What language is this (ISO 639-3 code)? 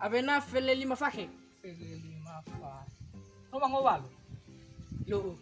nia